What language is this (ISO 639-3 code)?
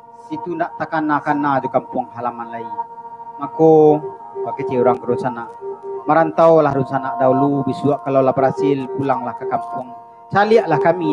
min